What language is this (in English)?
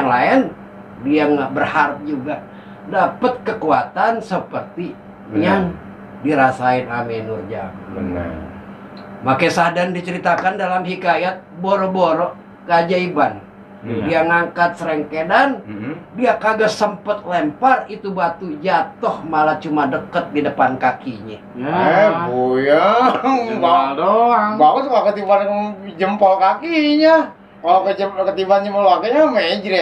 Betawi